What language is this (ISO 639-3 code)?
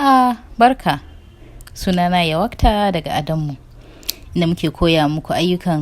hau